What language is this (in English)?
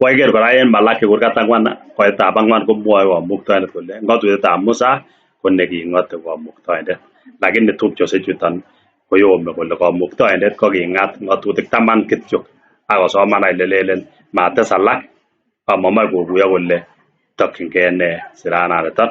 Kalenjin